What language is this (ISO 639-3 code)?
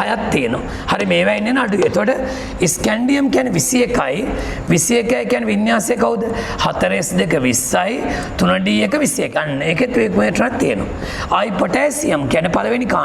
sin